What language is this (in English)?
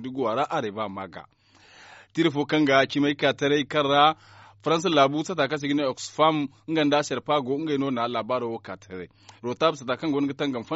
Zarma